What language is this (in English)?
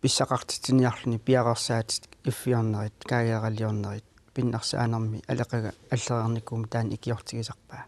Kalaallisut